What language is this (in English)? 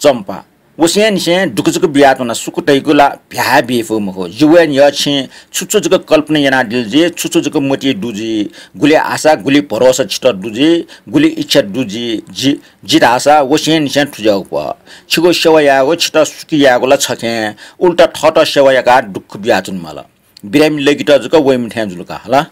Newari